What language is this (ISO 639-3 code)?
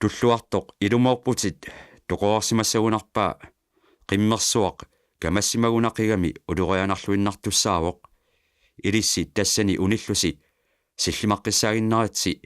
kal